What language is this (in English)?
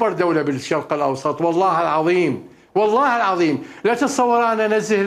Mesopotamian Arabic